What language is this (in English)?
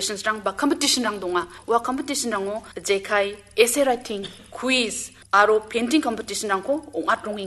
Garo